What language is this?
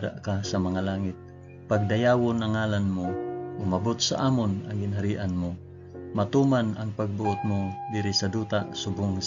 Hiligaynon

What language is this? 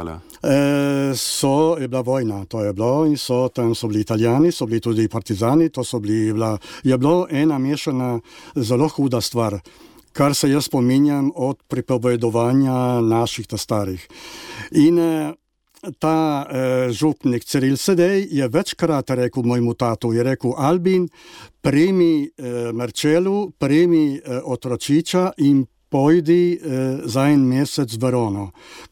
Slovenian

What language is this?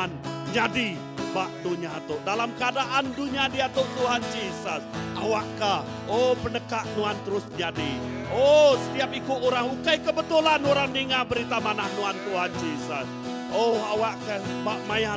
Iban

